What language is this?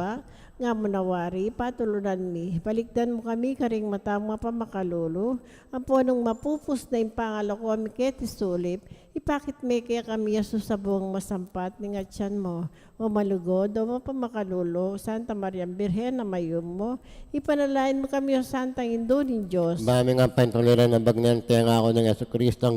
Pampanga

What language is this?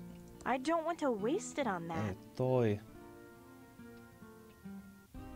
Finnish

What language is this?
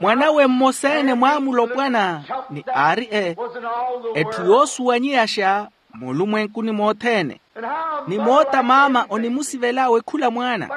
Makhuwa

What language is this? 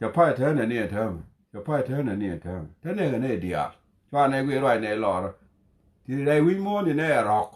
Nuer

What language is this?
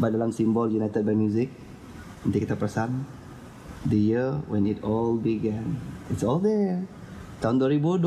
Iban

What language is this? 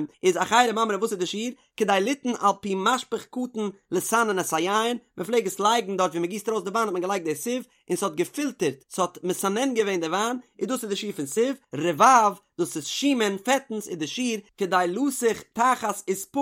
Yiddish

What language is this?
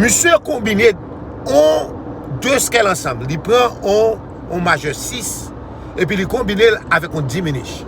Haitian Creole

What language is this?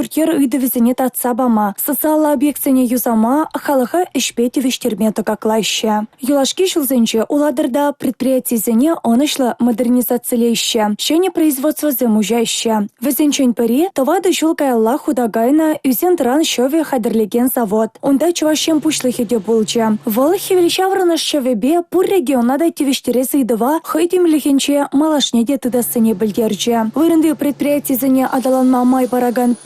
Chuvash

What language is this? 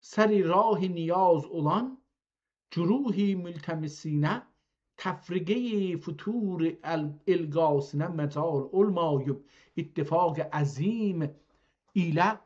South Azerbaijani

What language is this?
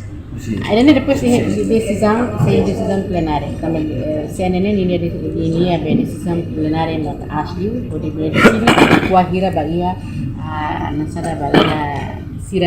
Tetum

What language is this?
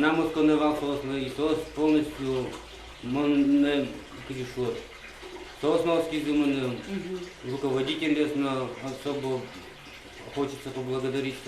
Udmurt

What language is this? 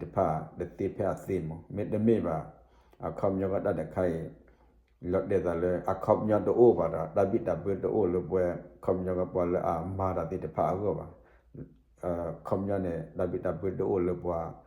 S'gaw Karen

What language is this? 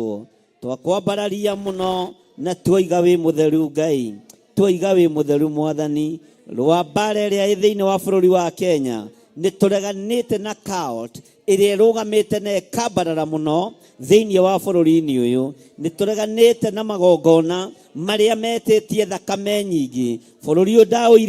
Kikuyu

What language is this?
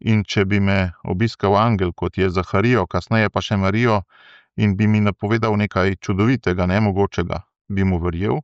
Slovenian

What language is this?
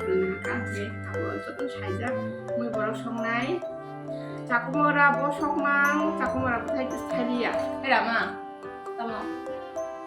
Kok Borok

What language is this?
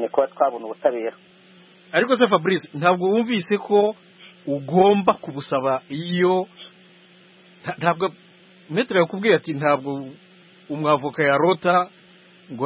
Kinyarwanda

